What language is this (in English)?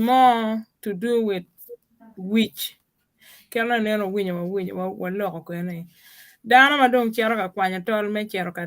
Acoli